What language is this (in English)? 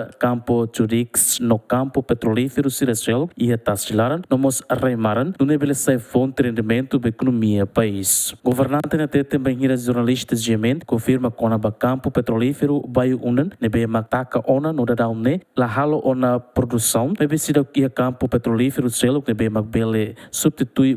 Tetum